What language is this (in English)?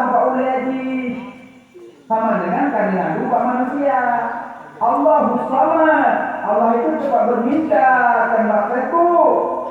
Achinese